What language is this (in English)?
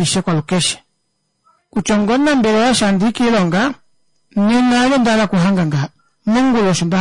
Kuanyama